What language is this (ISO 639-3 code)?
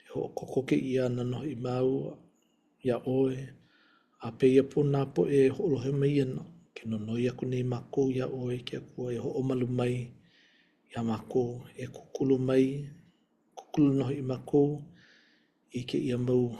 haw